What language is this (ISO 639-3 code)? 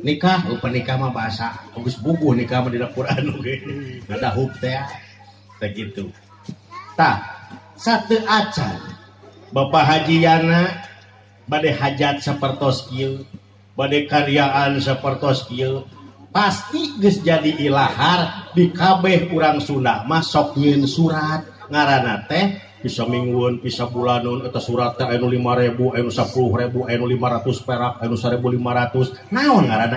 sun